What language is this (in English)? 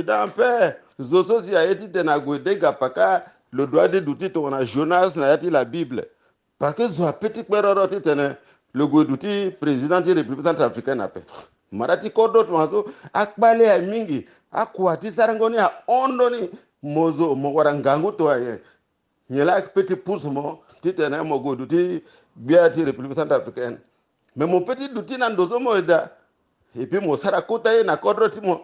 Sango